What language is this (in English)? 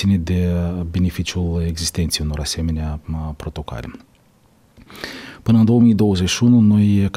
Romanian